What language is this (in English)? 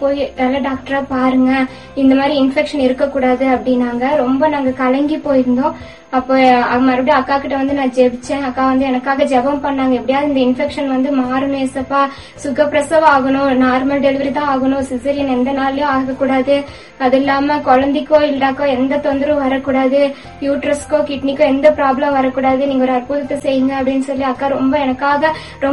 Tamil